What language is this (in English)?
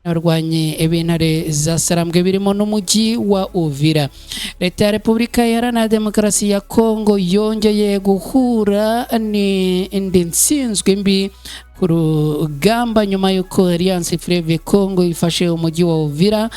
Kinyarwanda